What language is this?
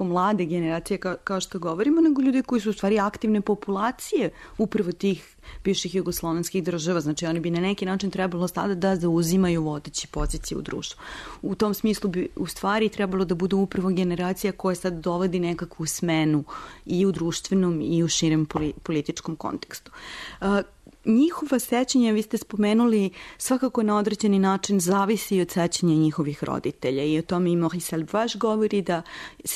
Serbian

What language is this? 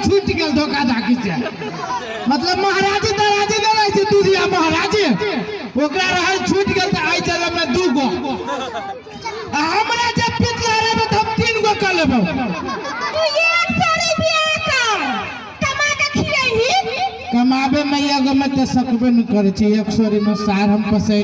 Maithili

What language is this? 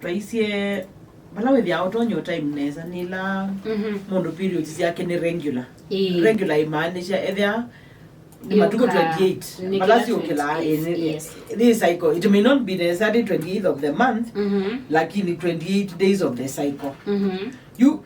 Kamba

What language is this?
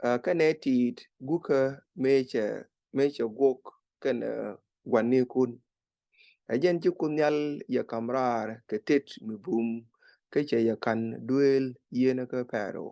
Nuer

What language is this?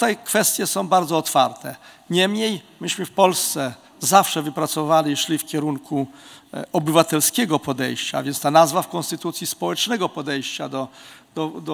Polish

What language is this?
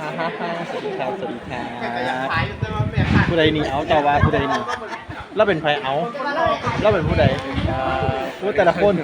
Lao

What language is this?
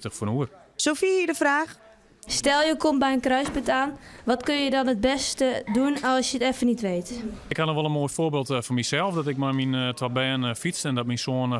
Western Frisian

